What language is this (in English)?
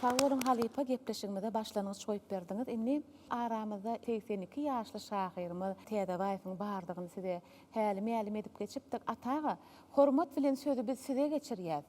Turkmen